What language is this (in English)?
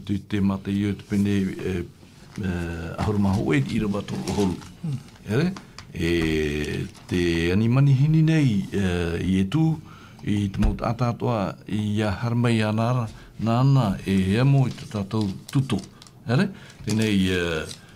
Tahitian